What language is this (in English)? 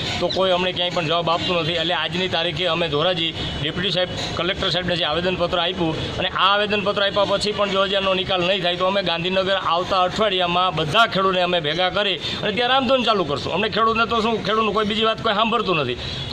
Gujarati